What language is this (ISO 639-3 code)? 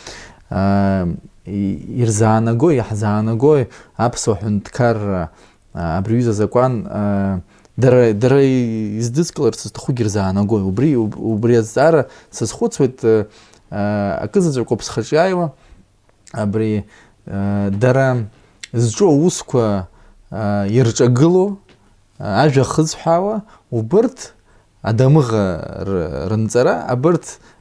abk